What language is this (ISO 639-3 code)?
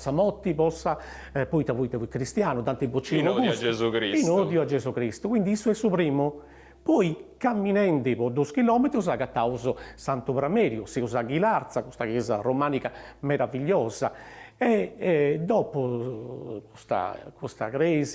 srd